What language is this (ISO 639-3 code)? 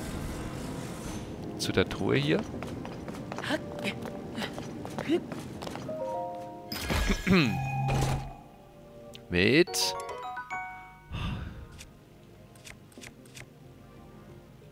deu